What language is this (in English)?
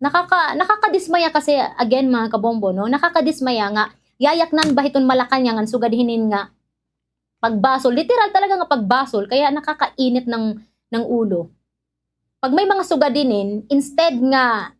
Waray